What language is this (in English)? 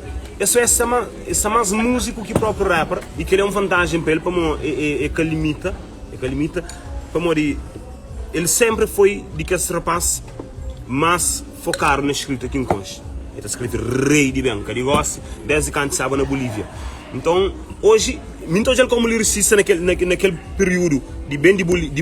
Kabuverdianu